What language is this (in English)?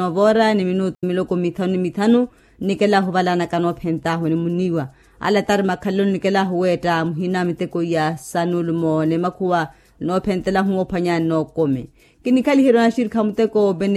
Makhuwa